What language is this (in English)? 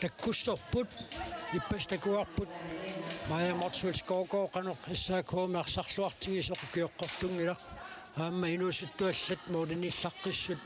Kalaallisut